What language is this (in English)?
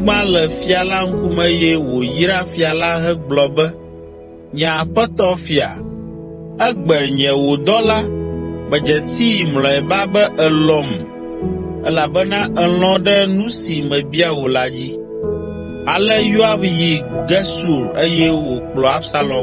Ewe